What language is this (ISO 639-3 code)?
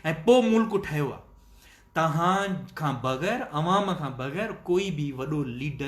snd